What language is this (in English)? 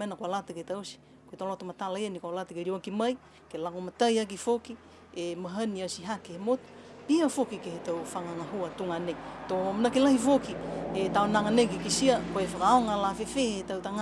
Niuean